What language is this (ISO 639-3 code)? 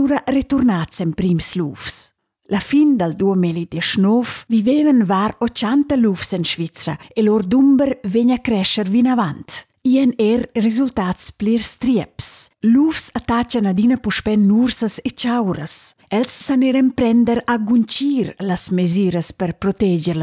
roh